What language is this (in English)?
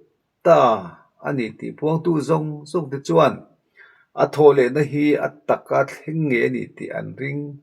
Mizo